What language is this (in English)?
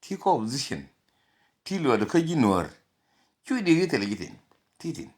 Nuer